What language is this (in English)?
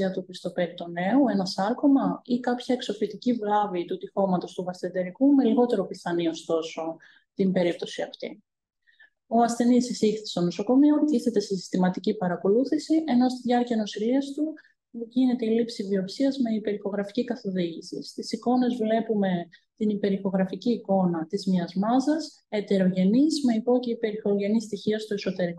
Greek